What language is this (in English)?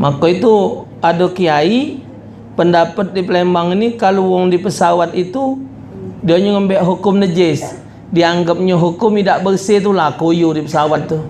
Musi